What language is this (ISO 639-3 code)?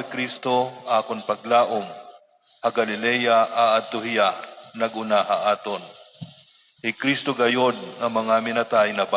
war